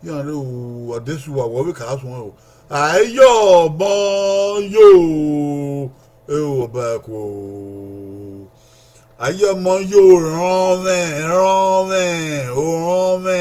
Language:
Bini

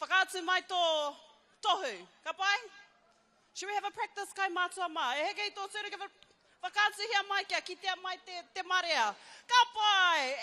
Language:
Māori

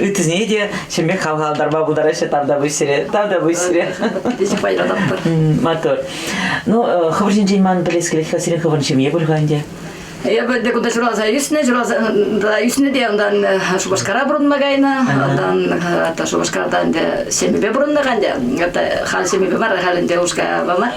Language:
Chuvash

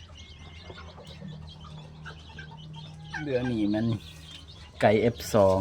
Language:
Lao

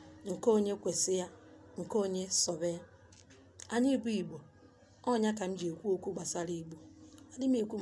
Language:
Igbo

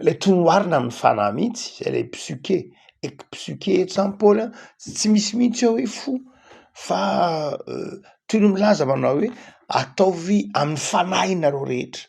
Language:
Malagasy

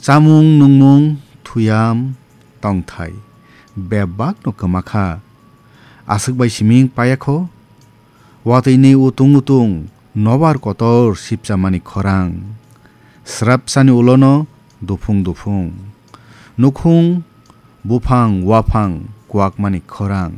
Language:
Kok Borok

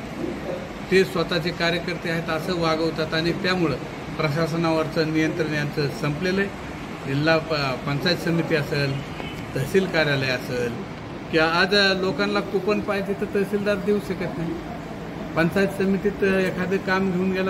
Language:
Marathi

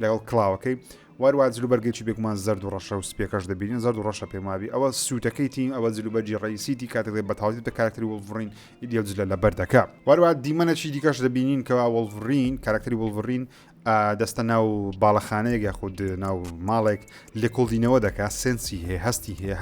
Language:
Central Kurdish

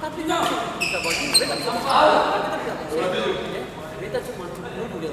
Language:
Ambonese Malay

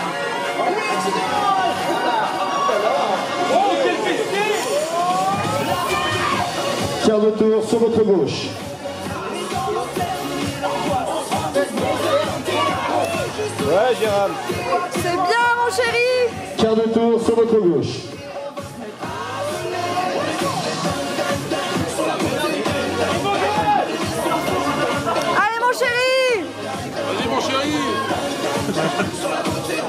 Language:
French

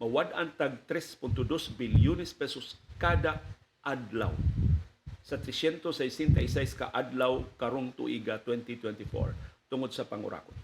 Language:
Cebuano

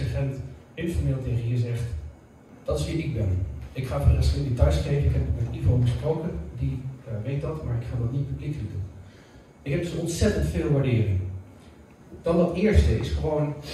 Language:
Dutch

